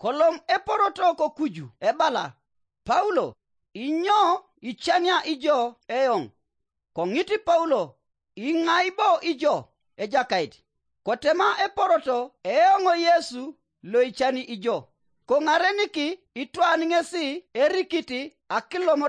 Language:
Teso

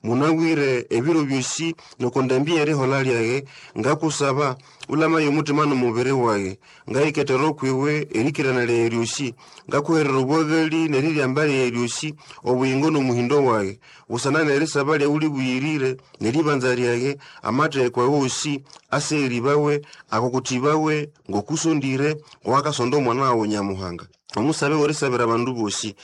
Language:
Nande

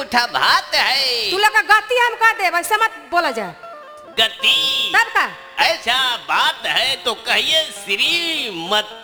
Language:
Bhojpuri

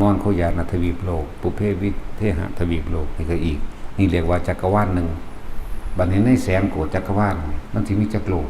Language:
Lao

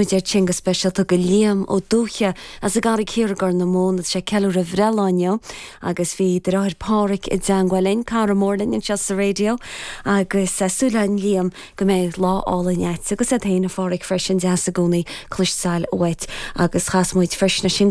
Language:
Irish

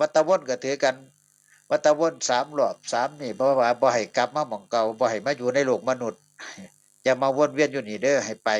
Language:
Northeastern Thai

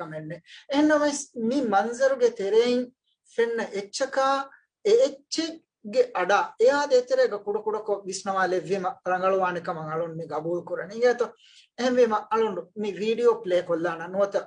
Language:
Divehi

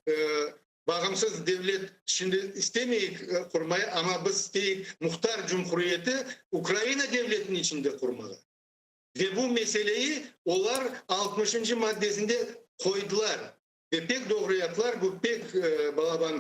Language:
Crimean Tatar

